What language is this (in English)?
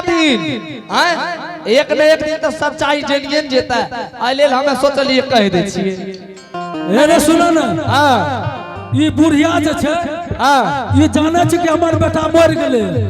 Angika